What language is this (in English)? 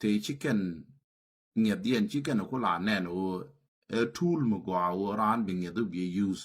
Nuer